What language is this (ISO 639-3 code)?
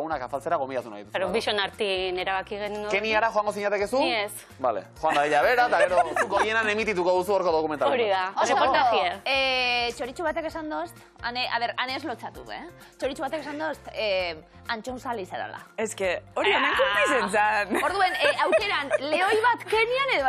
eus